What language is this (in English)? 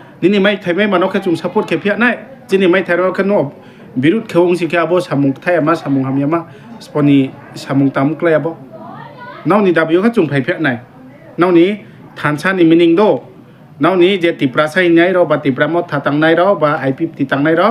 Riang (India)